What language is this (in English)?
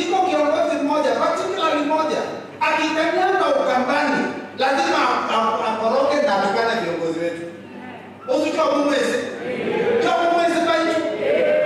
Kamba